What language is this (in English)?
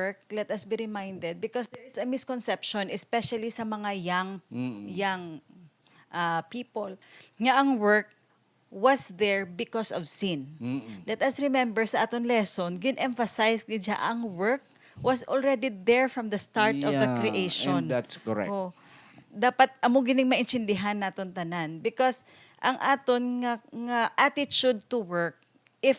Hiligaynon